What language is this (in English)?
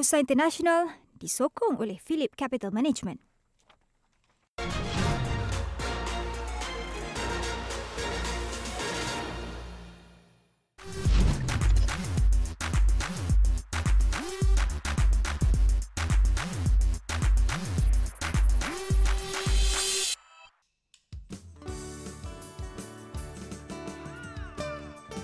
Malay